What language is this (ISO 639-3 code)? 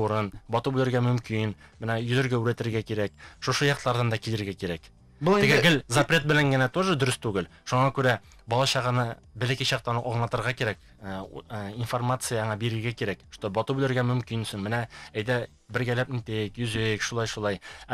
bak